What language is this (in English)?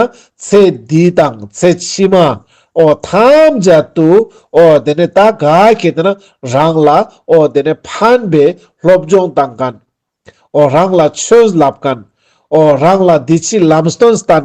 Ladakhi